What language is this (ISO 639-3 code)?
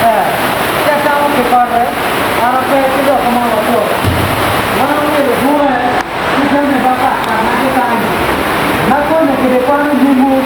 ach